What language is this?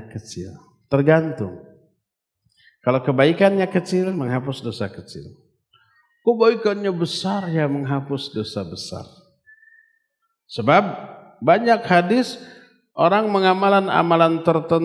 Indonesian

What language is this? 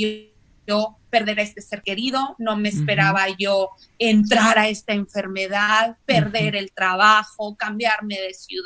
Spanish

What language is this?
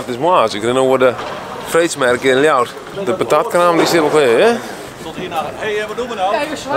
Western Frisian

